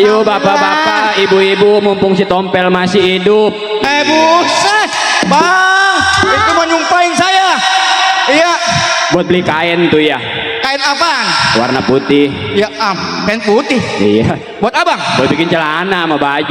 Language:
Betawi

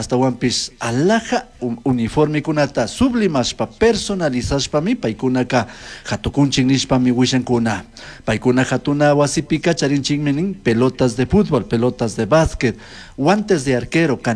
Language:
Chimborazo Highland Quichua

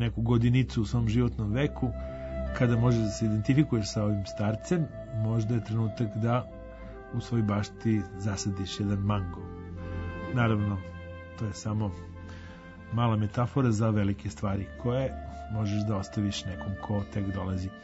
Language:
Serbian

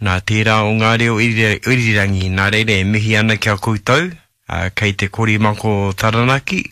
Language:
Māori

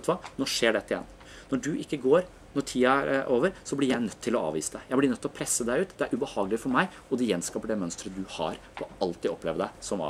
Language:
Norwegian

